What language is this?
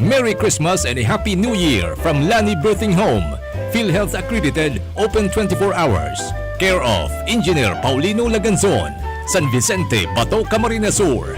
Bikol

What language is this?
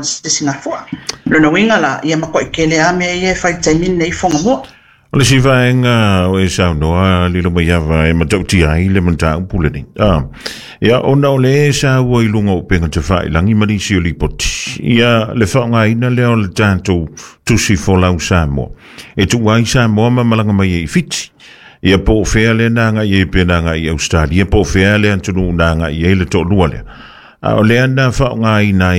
Samoan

